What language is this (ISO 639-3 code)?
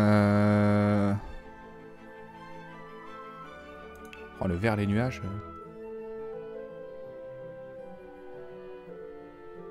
fra